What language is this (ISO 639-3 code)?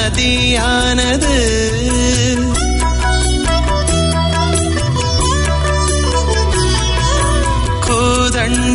tam